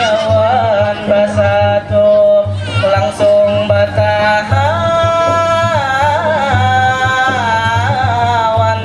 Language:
Banjar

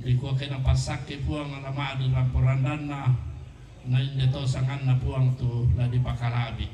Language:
Toraja-Sa'dan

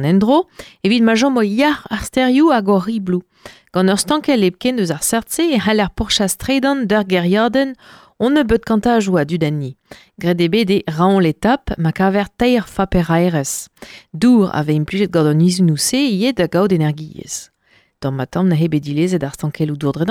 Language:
Breton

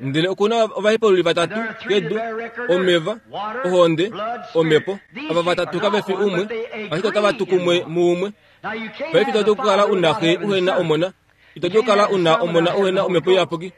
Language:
Kuanyama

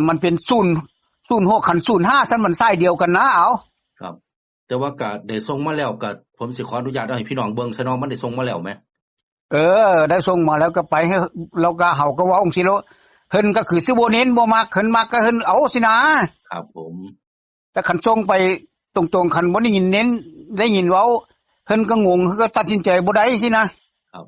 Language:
Northeastern Thai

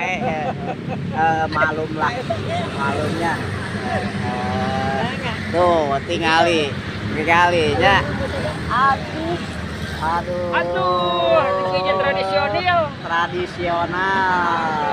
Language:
Sundanese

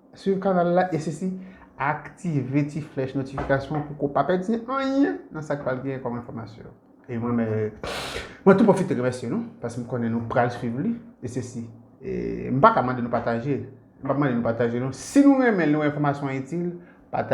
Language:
Haitian Creole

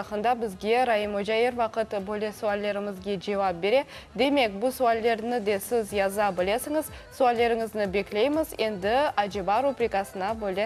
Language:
Crimean Tatar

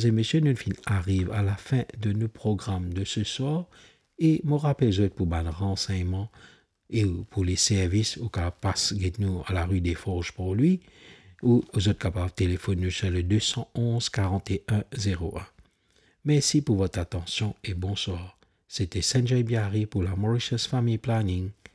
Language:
Morisyen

